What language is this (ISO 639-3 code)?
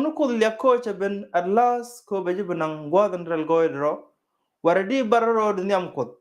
nus